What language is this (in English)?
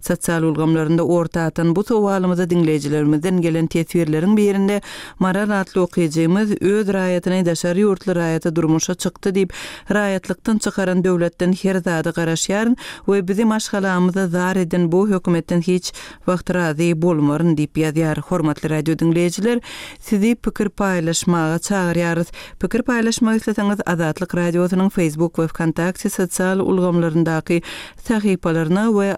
Turkmen